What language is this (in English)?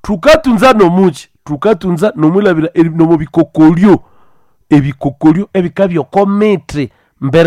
Nande